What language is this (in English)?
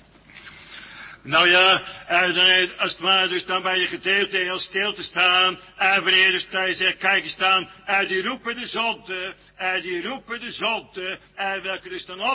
Dutch